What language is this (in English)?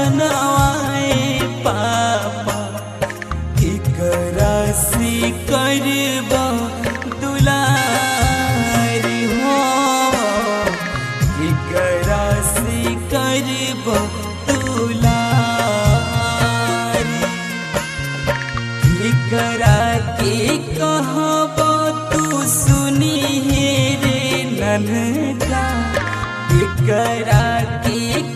Bhojpuri